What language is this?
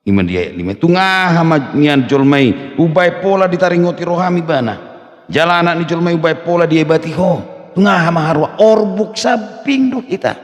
Batak Toba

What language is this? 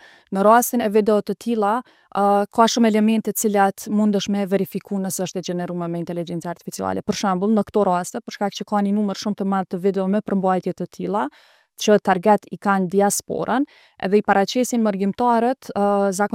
Albanian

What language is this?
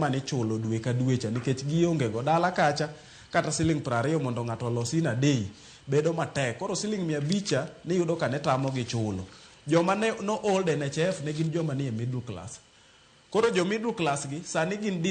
Luo (Kenya and Tanzania)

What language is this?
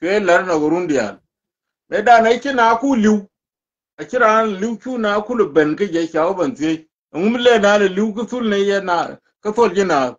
Nuer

